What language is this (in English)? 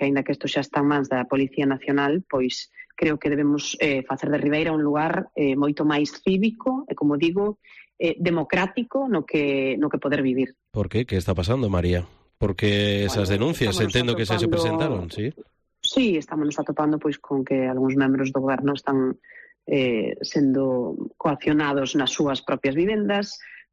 Galician